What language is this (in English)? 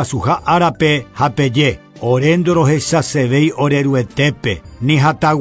Guarani